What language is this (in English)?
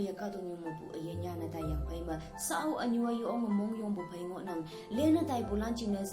Konyak Naga